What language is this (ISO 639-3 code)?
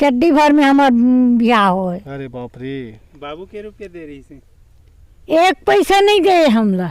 hne